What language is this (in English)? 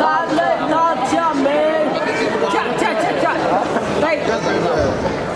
Hakha Chin